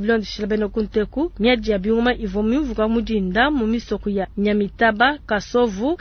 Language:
Luba-Lulua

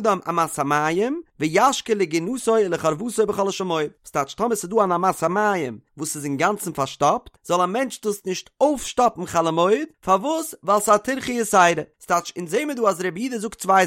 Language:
Yiddish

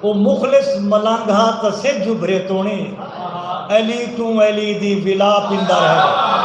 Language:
Saraiki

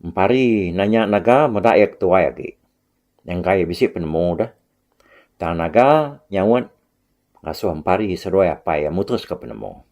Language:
Iban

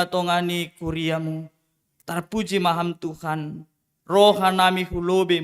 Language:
Batak Simalungun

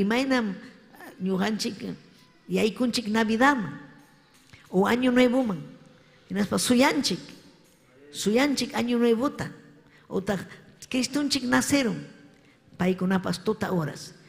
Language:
Ayacucho Quechua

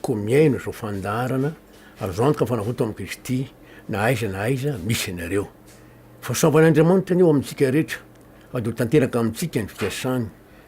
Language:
Malagasy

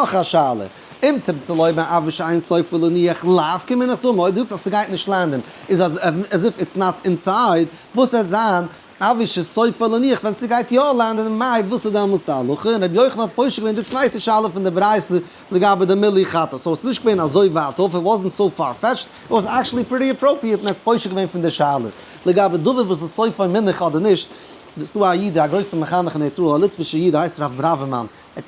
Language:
Yiddish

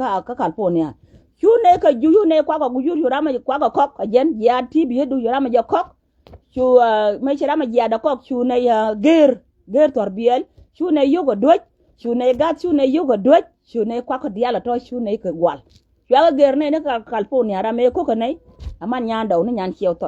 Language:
Nuer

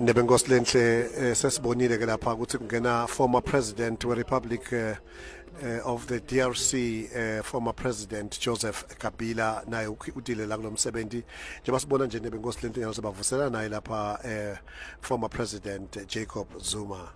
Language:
Lingala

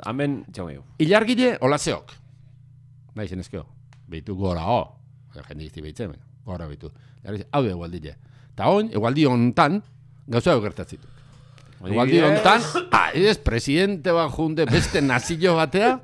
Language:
Basque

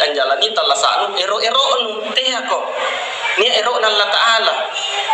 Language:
Makasar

